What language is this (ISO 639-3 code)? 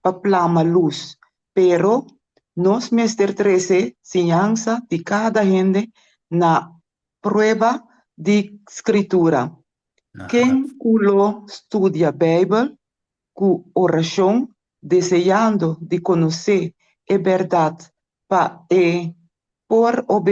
pap